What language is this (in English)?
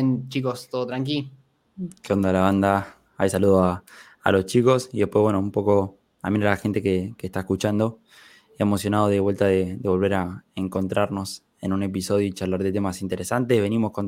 Spanish